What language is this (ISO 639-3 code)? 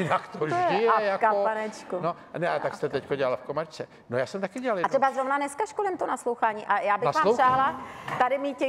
ces